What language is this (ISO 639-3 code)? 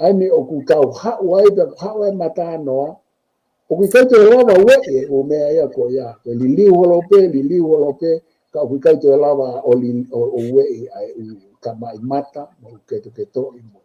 ton